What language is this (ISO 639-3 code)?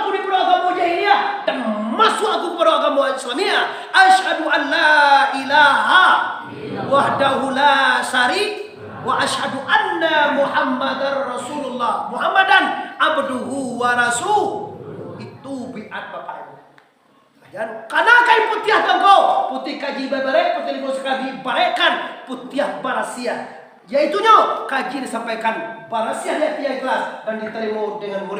min